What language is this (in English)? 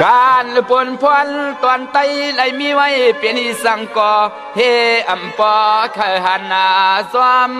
Shan